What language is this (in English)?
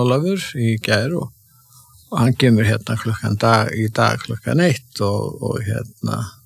Icelandic